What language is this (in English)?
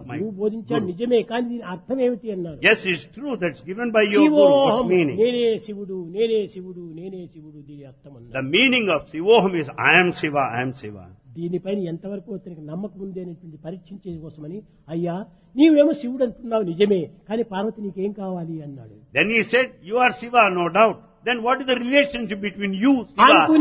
Telugu